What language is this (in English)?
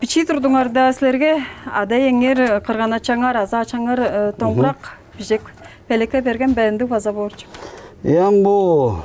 Tuvinian